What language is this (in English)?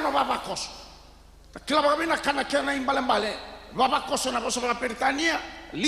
Fijian